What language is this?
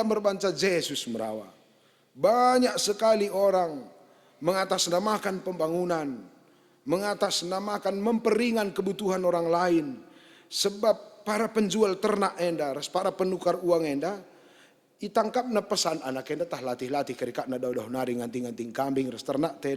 Batak Karo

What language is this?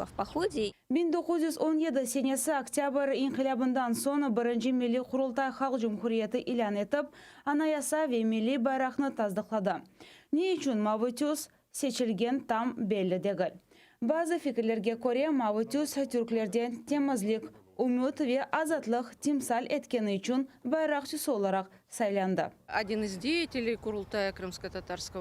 Crimean Tatar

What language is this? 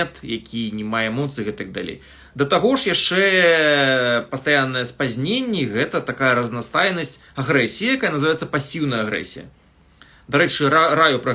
Belarusian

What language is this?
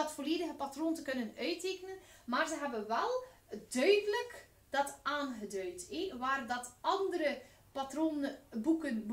Dutch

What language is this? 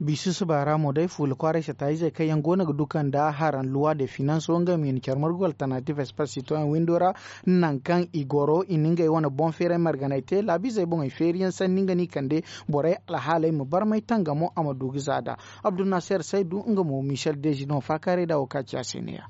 Zarma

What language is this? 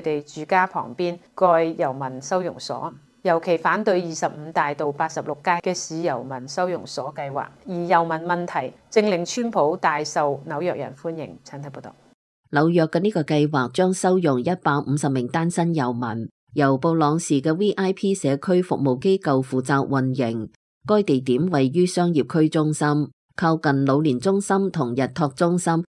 Cantonese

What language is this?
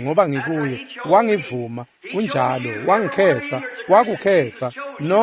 Swati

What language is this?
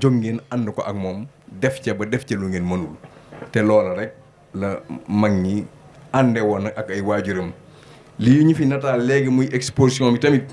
Wolof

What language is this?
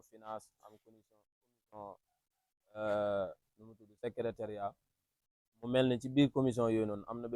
Wolof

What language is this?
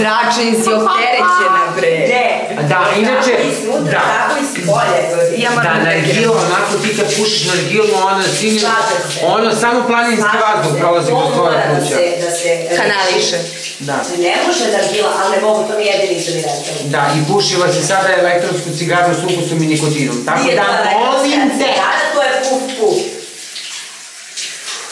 Serbian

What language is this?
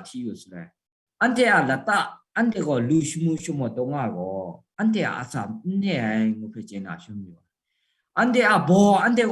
Kachin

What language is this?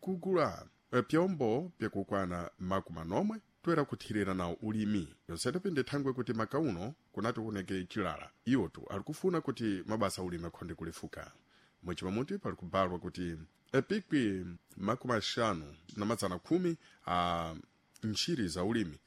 Sena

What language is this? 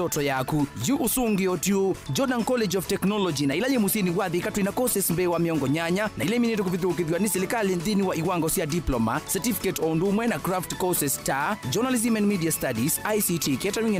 Kamba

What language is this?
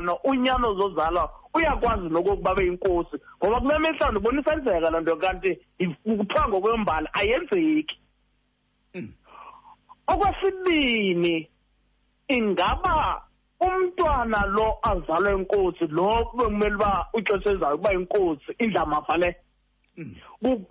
Xhosa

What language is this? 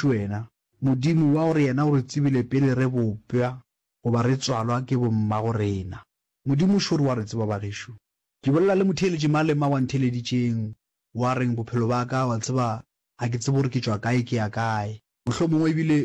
Northern Sotho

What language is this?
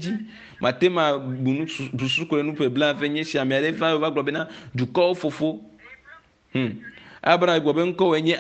Ewe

